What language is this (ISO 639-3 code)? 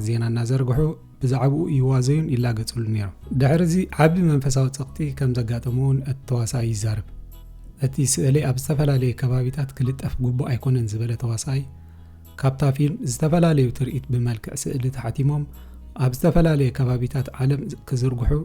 tir